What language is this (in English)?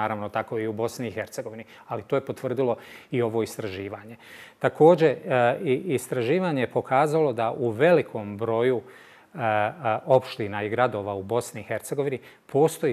Bosnian